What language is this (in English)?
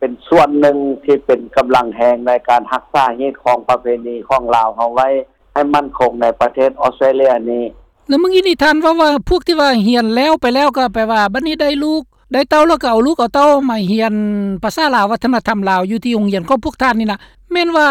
Lao